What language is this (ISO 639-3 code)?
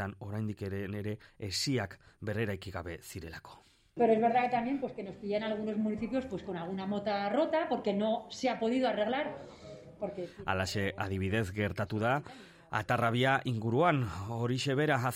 eus